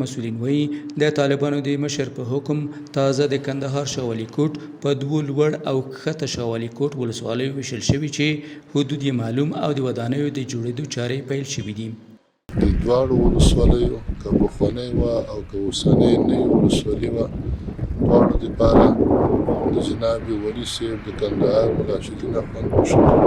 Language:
Pashto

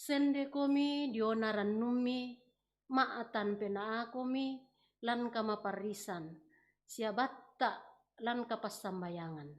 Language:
Toraja-Sa'dan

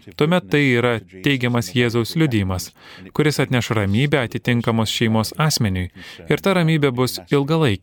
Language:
Lithuanian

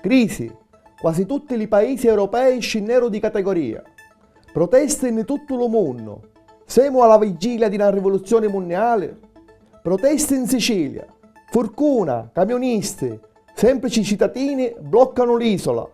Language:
Sicilian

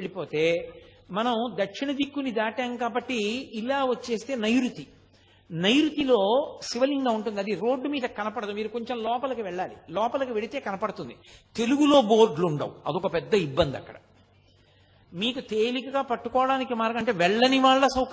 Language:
Telugu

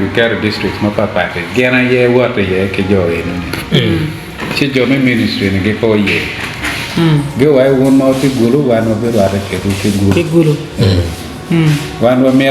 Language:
Acoli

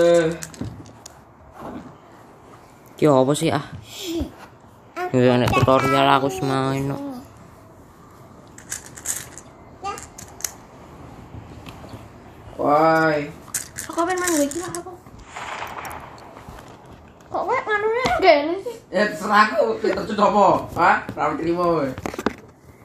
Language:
Indonesian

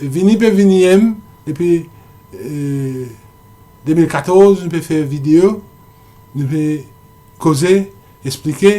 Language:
Morisyen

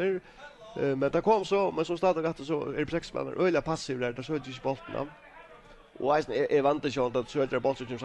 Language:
Faroese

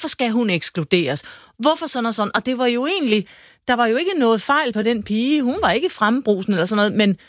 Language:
Danish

